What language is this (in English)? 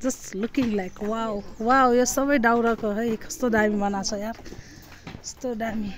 Nepali